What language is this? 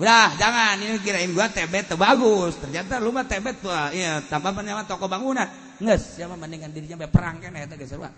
Sundanese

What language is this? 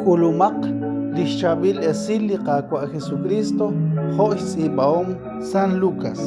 Kekchí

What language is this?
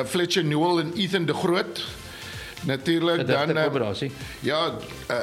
Afrikaans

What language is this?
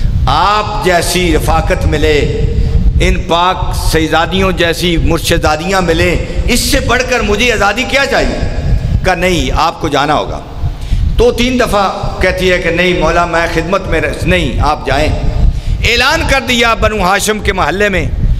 Urdu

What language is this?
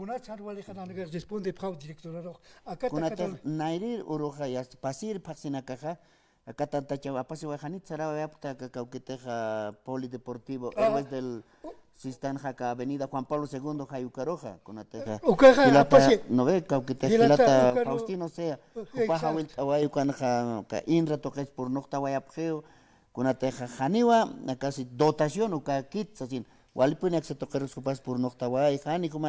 Aymara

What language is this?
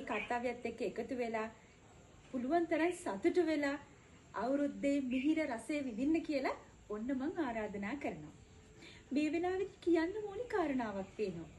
Sinhala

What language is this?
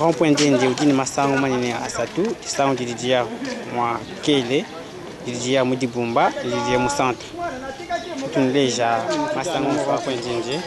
Luba-Lulua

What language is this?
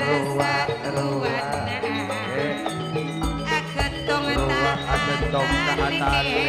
Madurese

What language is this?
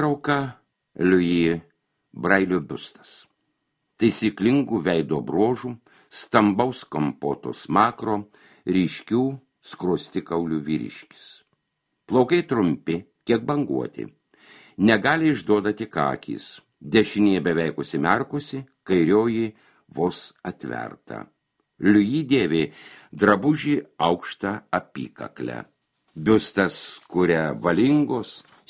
Lithuanian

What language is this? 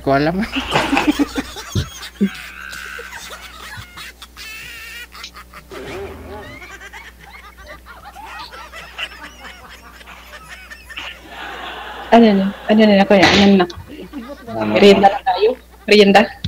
Filipino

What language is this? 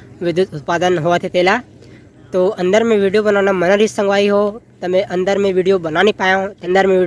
Chhattisgarhi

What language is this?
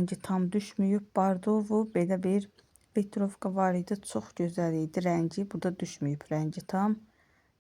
Azerbaijani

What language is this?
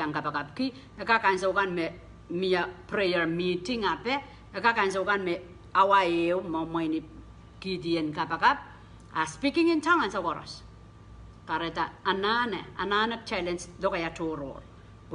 Pohnpeian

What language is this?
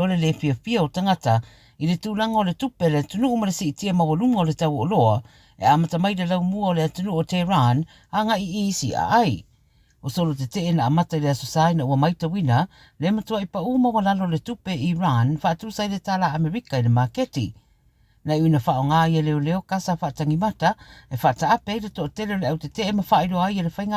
Samoan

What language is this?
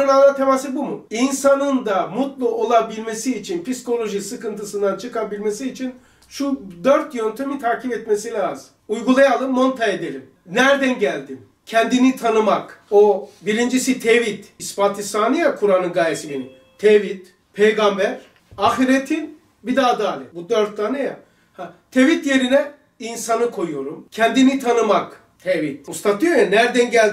Turkish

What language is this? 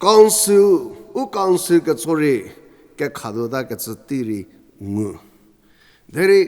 Angami Naga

